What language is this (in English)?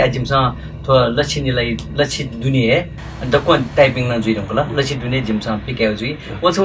Newari